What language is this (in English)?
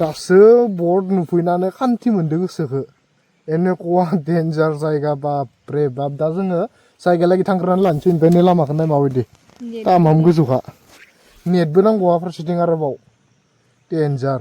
Bodo